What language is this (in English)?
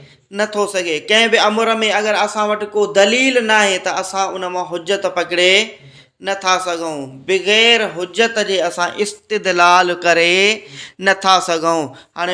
Sindhi